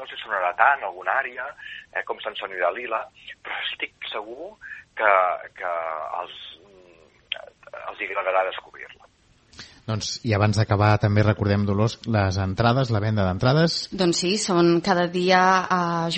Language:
Catalan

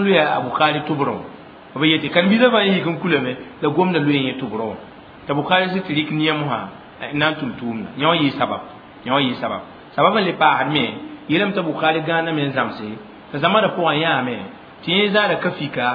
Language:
Mossi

